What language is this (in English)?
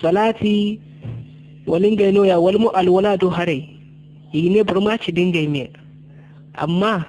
Zarma